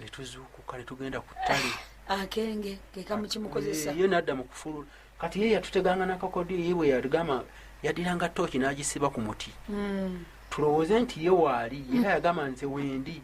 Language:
Ganda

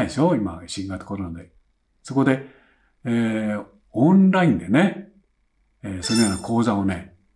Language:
Japanese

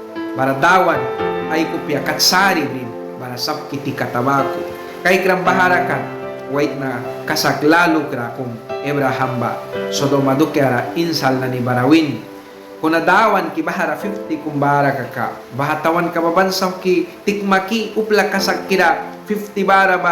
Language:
Mískito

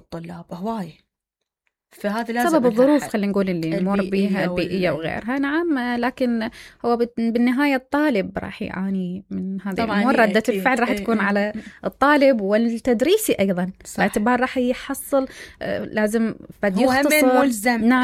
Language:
Mesopotamian Arabic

